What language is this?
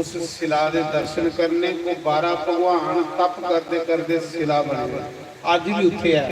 Dogri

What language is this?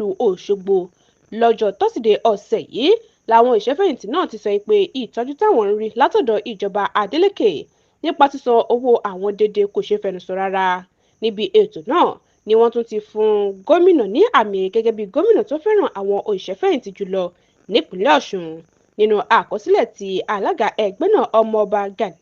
Yoruba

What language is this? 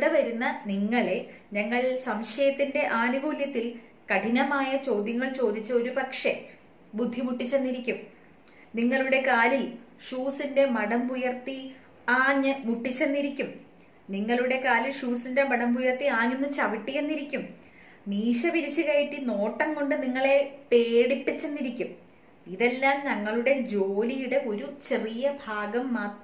Malayalam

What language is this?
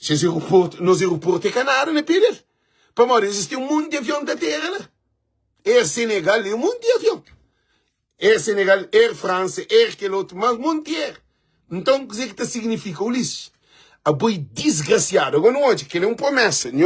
Kabuverdianu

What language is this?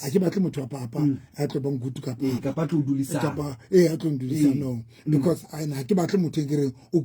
Southern Sotho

